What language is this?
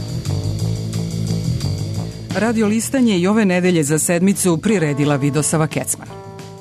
Serbian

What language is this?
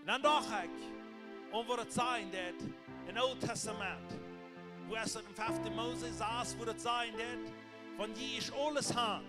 Plautdietsch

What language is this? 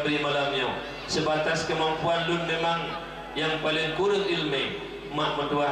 Achinese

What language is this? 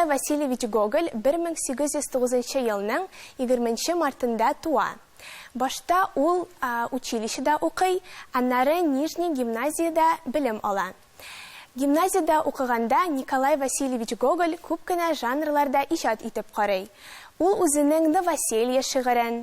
Tatar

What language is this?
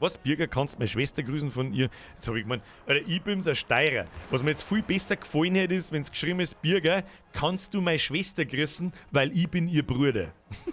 Bavarian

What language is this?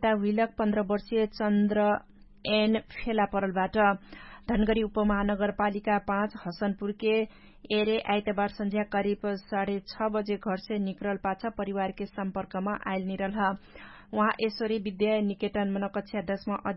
Dangaura Tharu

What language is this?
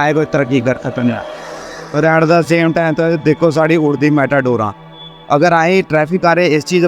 Dogri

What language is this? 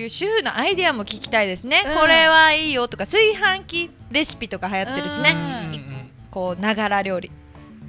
Japanese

